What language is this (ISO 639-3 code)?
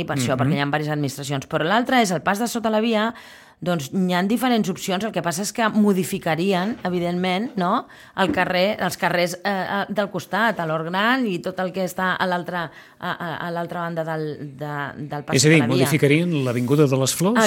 cat